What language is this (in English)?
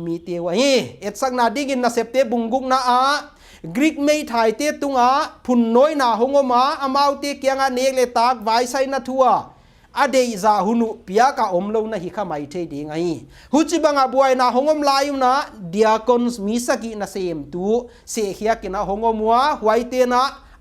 Paite Chin